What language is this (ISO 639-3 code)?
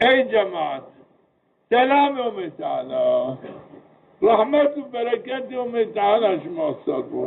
zza